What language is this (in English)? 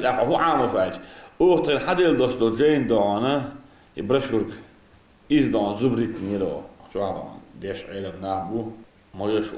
Chechen